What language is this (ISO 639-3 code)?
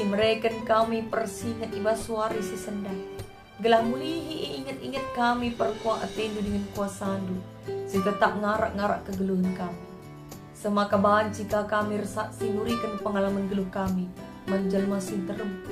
btx